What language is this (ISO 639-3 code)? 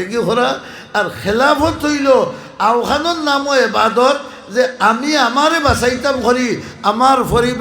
syl